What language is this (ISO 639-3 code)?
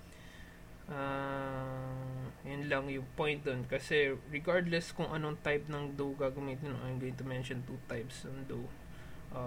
fil